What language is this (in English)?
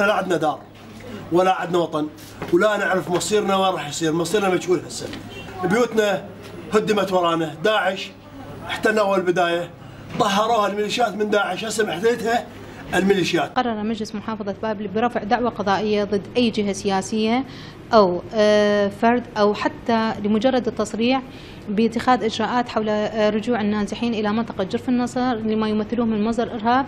Mesopotamian Arabic